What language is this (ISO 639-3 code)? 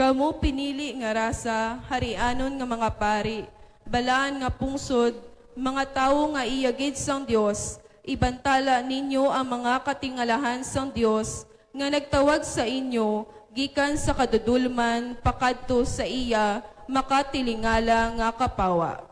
hil